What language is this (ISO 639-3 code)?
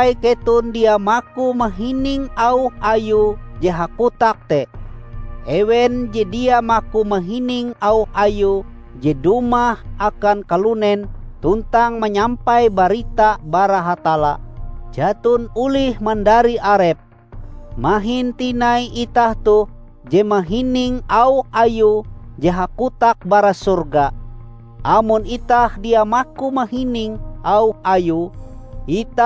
nij